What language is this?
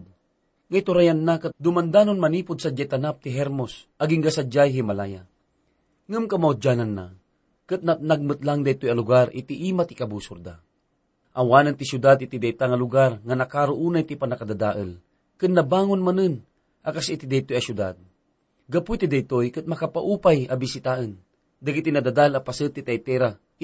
Iloko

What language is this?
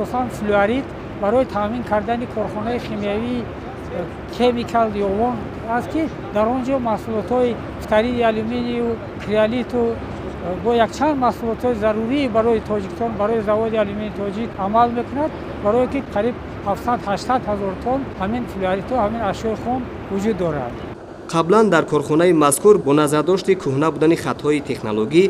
Tajik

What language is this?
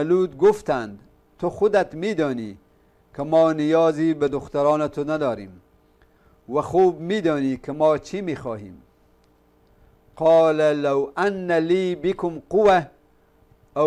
Persian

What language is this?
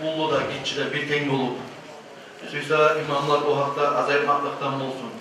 Kumyk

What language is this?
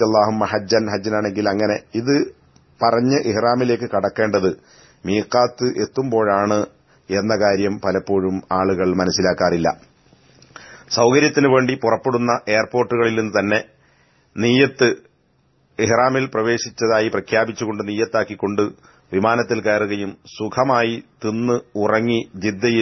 Malayalam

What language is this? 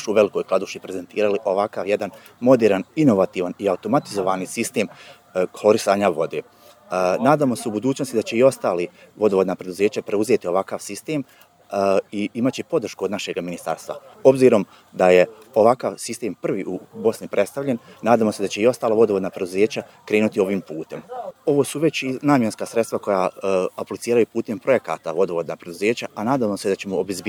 Bosnian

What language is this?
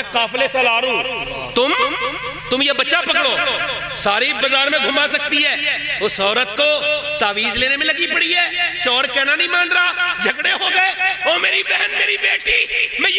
Urdu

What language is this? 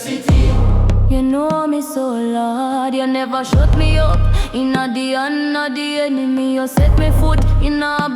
Jamaican Creole English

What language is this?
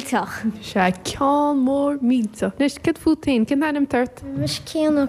Irish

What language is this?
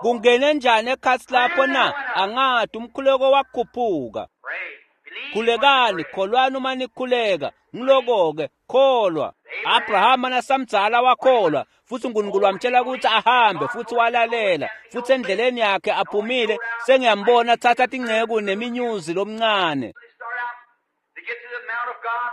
Swati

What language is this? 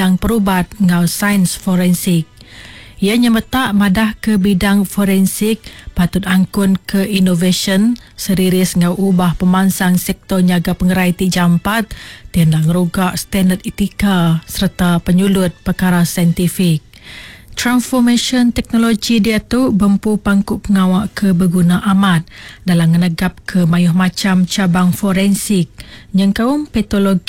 Iban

